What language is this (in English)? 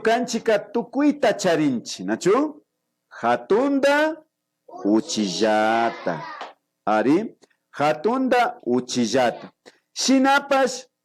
Imbabura Highland Quichua